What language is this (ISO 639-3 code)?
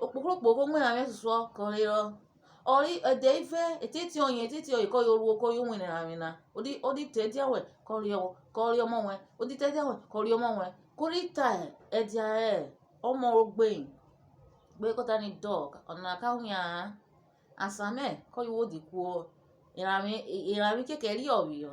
urh